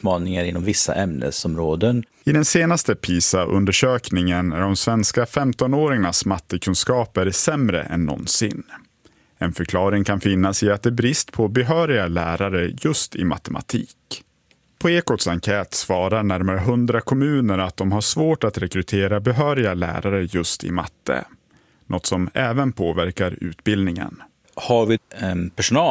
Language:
Swedish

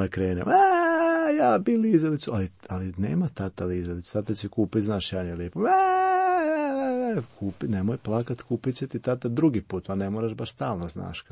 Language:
Croatian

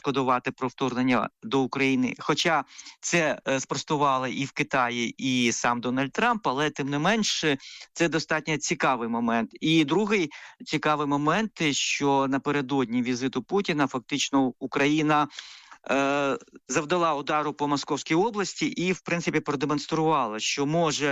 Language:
Ukrainian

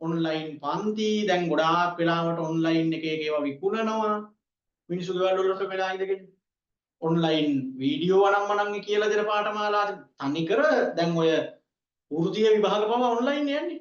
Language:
Sinhala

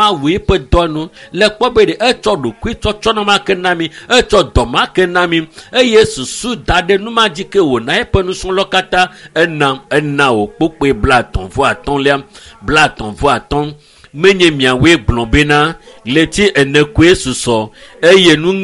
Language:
Ewe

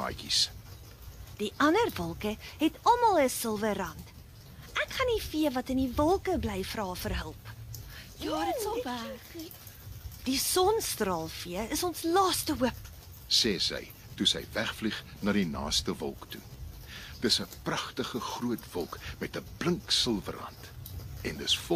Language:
Afrikaans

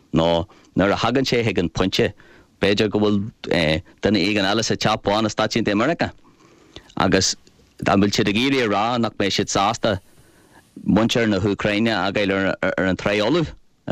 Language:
Irish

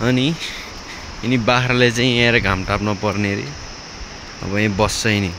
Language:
Nepali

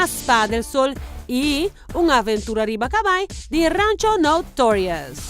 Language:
Papiamento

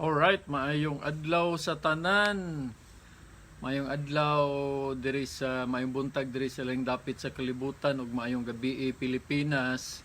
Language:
Cebuano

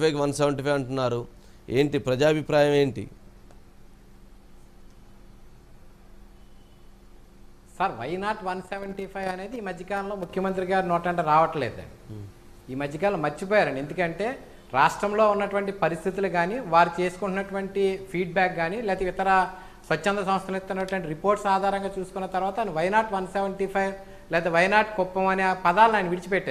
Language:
Telugu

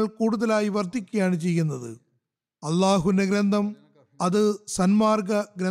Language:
Malayalam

